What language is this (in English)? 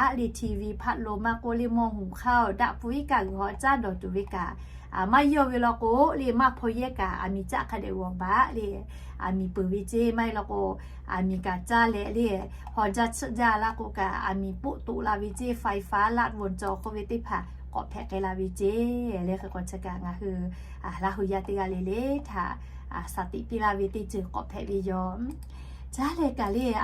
Lahu